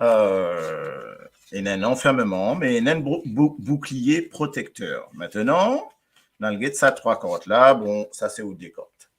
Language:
Morisyen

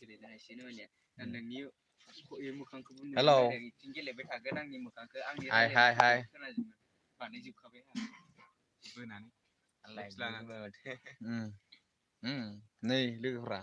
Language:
Bodo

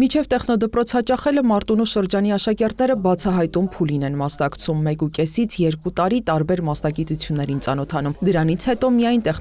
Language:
Armenian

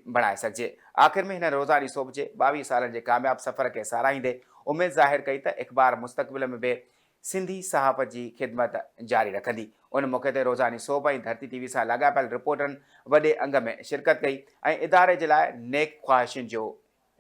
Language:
Sindhi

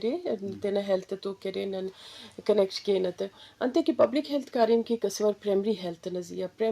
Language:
Eastern Balochi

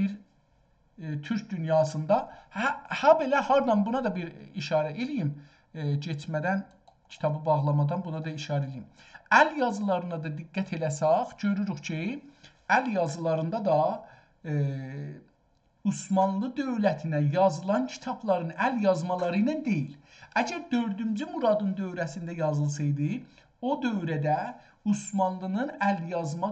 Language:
South Azerbaijani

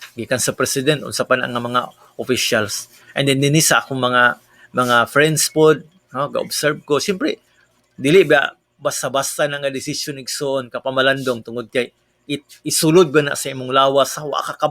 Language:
Cebuano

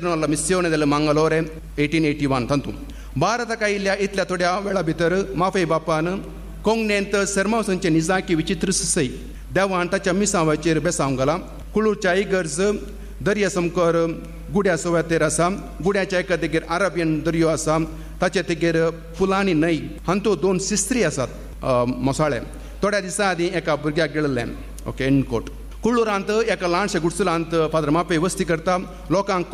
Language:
Konkani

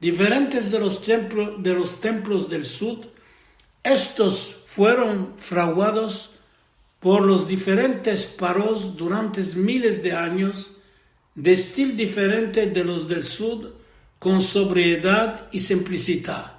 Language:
Ladino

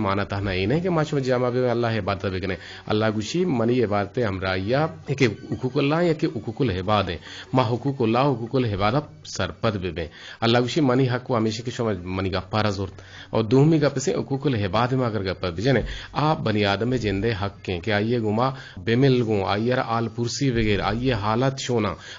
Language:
Eastern Balochi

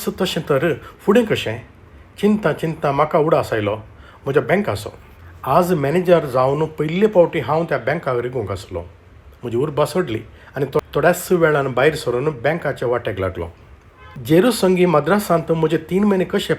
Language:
Konkani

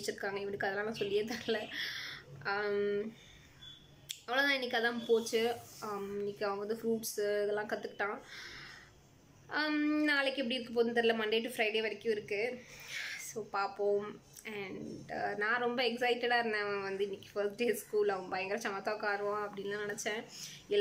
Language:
Tamil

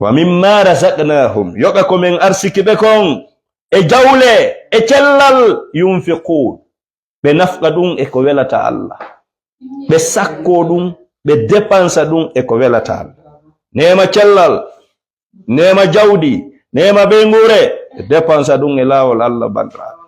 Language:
Fula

